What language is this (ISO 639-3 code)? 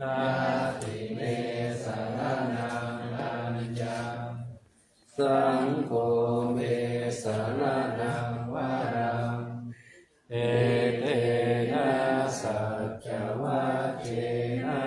pli